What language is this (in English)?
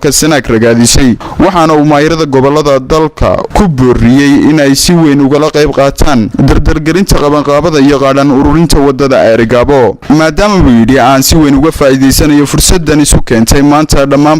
Somali